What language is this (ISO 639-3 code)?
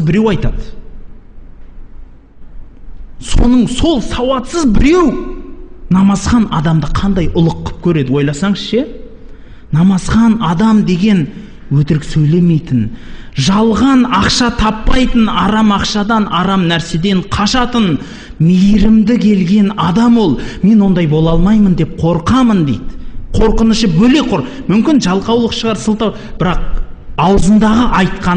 kaz